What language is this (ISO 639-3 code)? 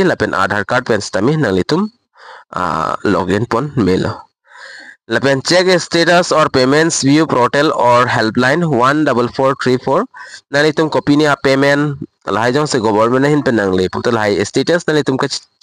mjw